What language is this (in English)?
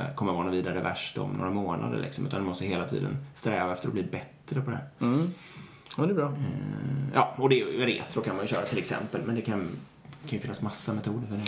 Swedish